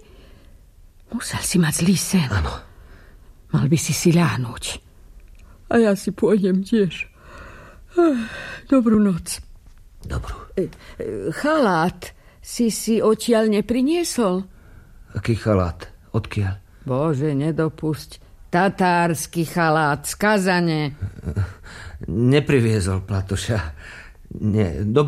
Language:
Slovak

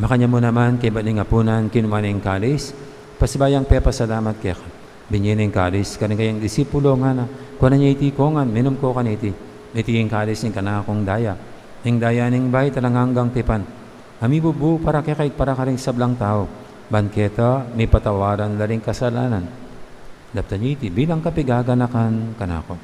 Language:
Pampanga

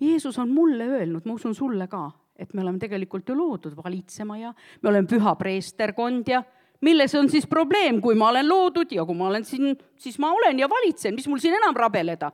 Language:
Estonian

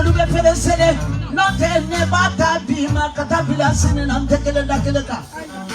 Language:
Bambara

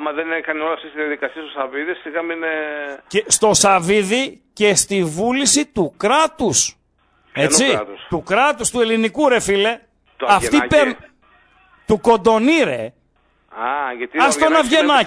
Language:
Greek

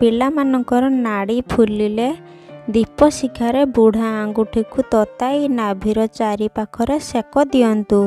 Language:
Odia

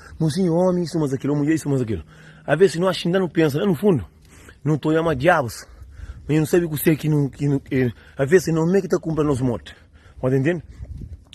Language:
Kabuverdianu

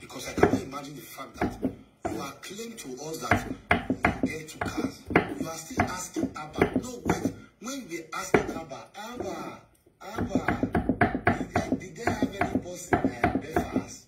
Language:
Nigerian Pidgin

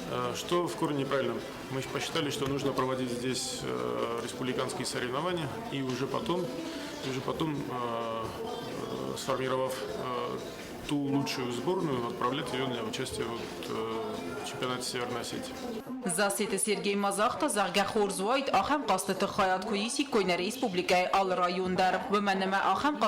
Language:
Ossetic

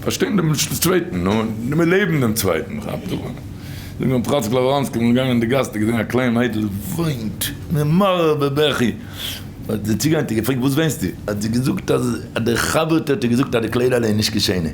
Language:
Yiddish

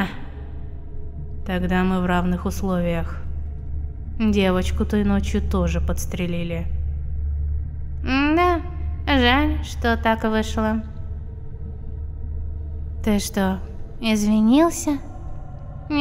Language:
Russian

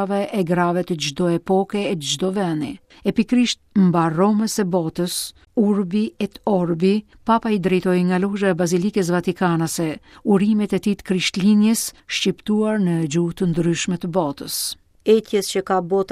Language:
Albanian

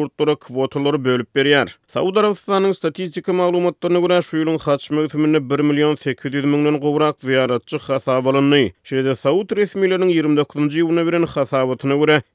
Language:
Turkmen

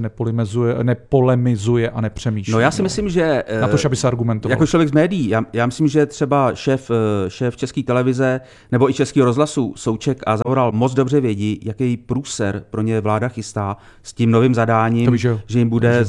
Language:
Czech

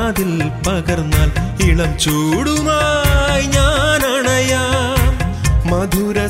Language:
Malayalam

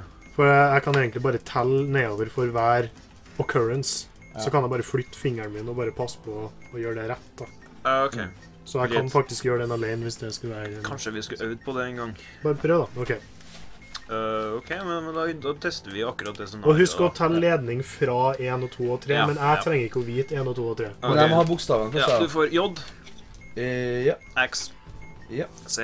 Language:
Norwegian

